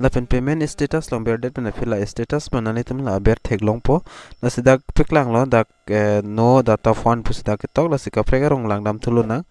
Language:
Karbi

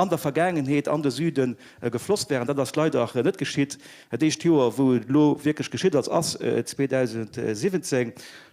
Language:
Luxembourgish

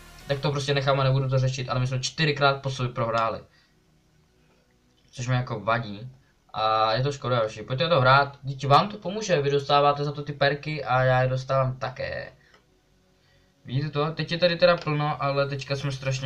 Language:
Czech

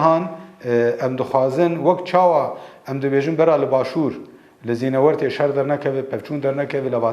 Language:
Kurdish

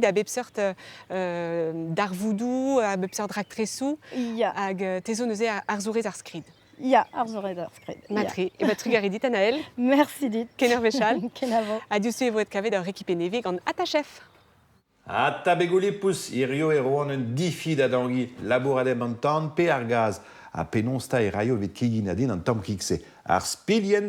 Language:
Breton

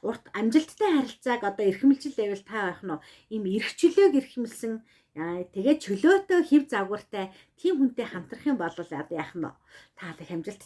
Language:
Mongolian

